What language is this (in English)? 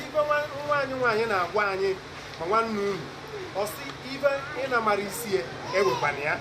Igbo